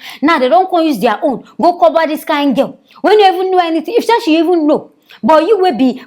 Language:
Nigerian Pidgin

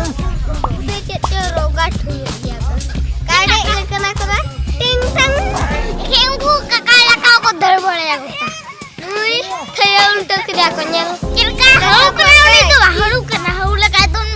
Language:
Santali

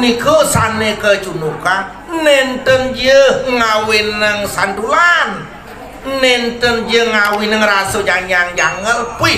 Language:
Balinese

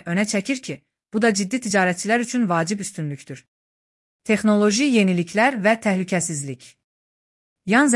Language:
Azerbaijani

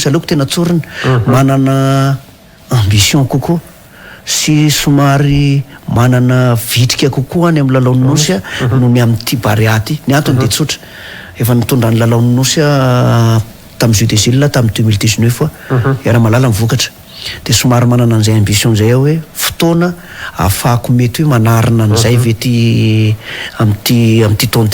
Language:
Malagasy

